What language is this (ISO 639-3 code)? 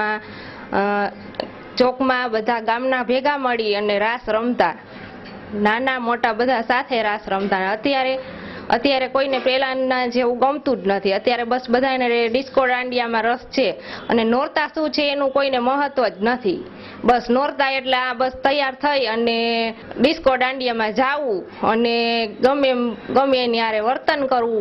guj